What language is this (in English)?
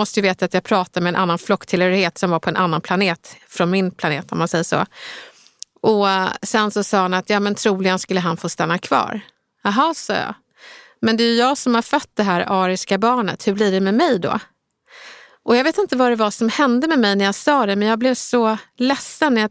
Swedish